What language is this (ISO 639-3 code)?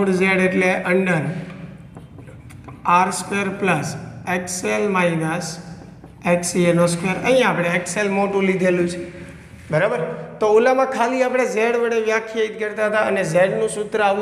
guj